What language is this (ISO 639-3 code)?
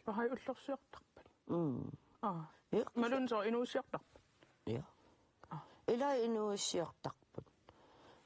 kal